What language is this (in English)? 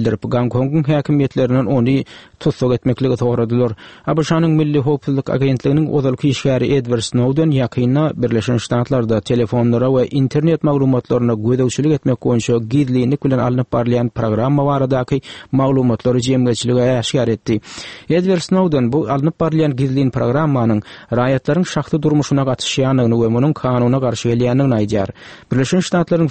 Turkmen